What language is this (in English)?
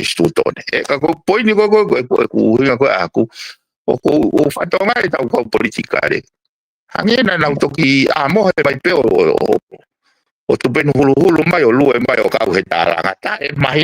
Tongan